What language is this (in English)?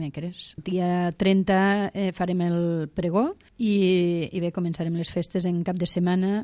Catalan